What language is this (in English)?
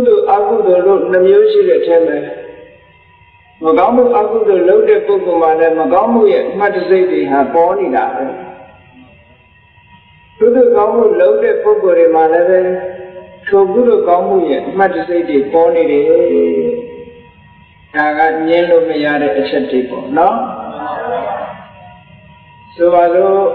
Burmese